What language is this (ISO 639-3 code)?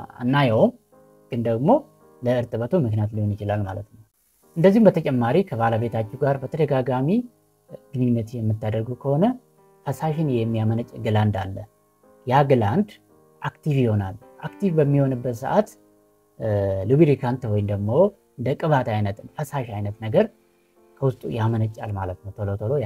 amh